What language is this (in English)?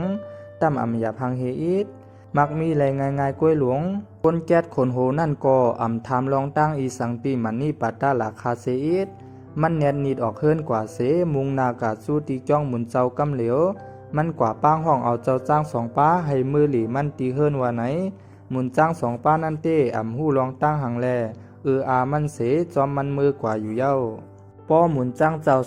Shan